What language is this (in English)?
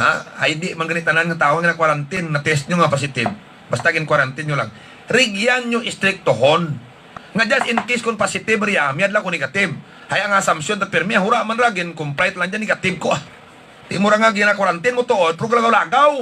Hiligaynon